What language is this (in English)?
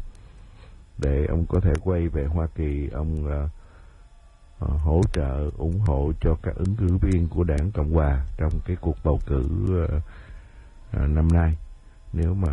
Vietnamese